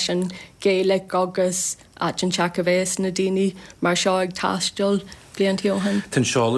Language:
Irish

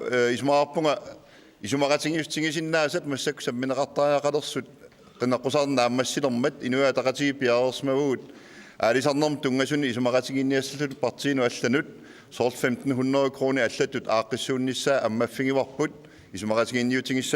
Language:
Kalaallisut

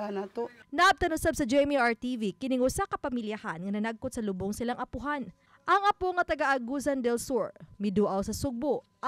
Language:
Cebuano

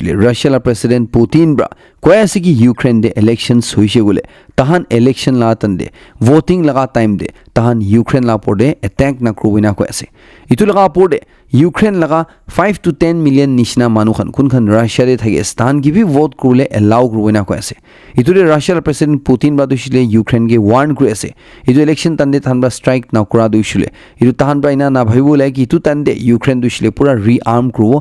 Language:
Naga Pidgin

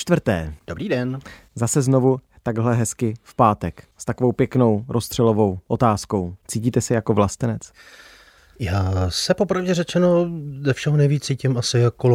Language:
Czech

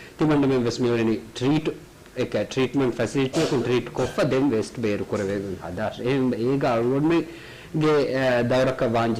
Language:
Divehi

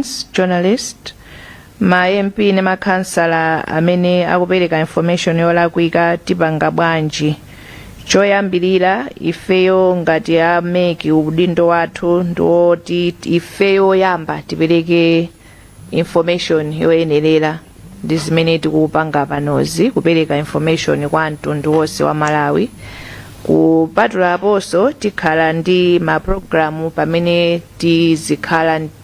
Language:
Nyanja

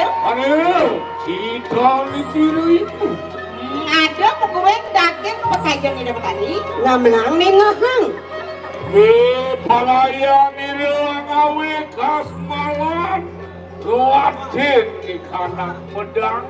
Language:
Balinese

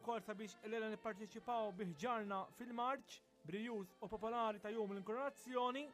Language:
Maltese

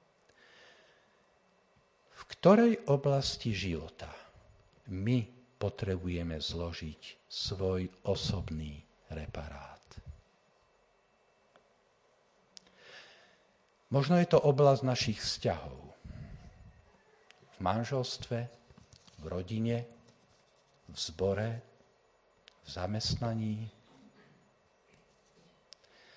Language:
Slovak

